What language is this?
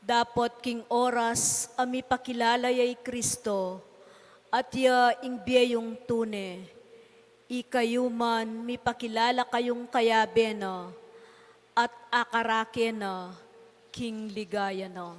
Pampanga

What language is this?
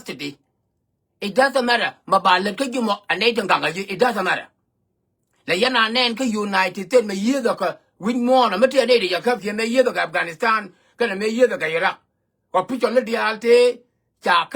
Nuer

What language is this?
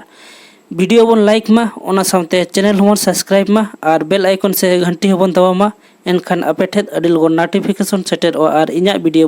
Santali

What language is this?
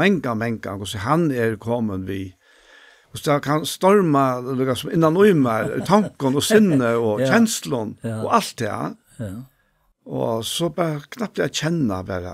Faroese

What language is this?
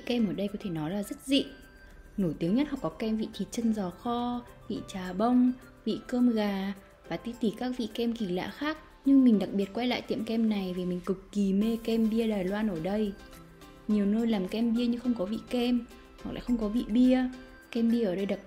Vietnamese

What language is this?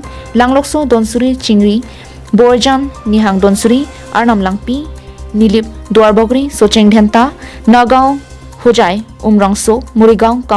Karbi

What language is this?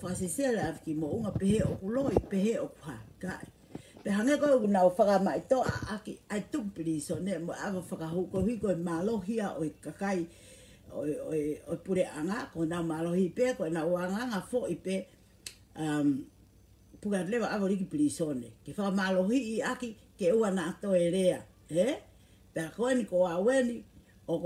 Tongan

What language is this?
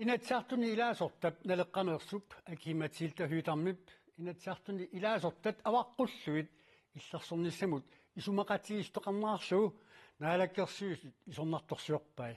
Kalaallisut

